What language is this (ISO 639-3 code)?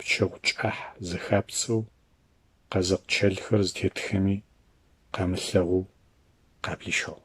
ady